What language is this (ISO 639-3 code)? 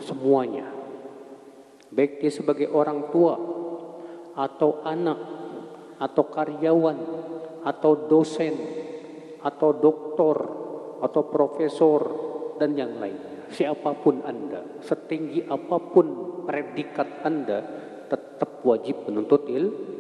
ind